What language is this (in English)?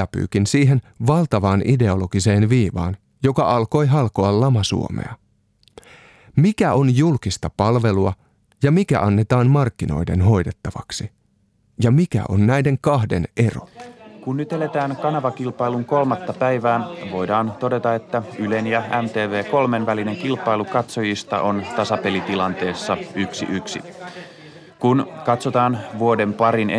Finnish